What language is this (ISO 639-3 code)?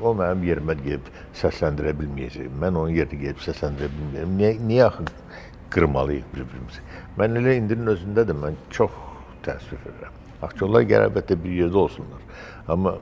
aze